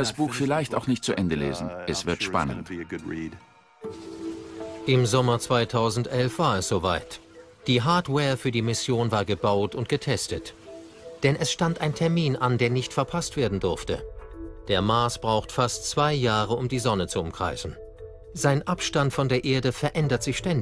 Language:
German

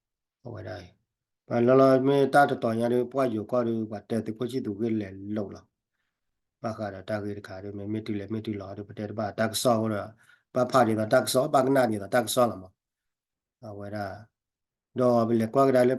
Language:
S'gaw Karen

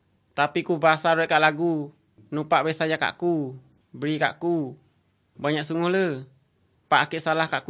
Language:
Malay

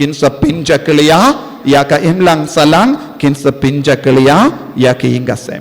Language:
Khasi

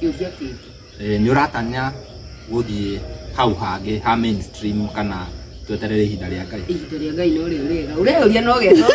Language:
Kikuyu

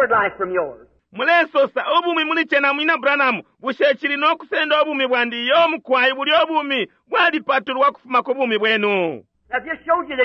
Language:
Bemba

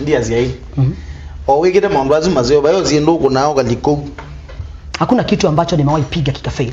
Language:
Kamba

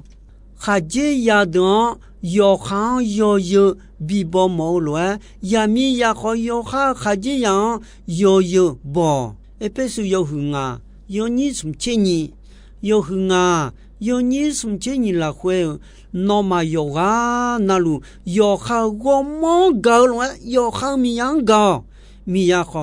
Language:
Akha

